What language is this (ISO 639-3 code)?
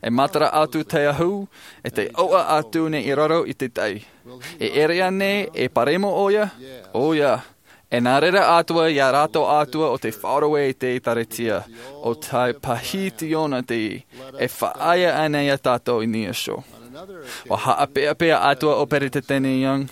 tah